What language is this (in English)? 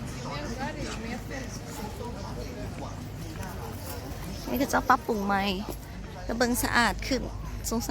Lao